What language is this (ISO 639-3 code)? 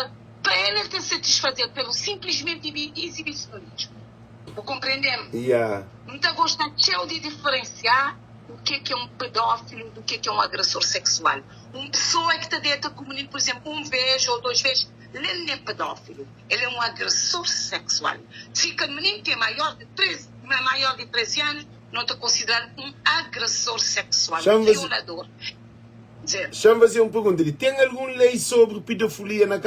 kea